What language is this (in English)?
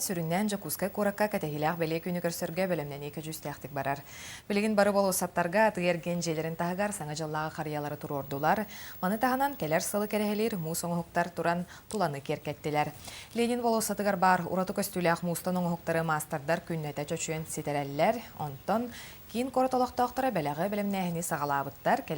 Yakut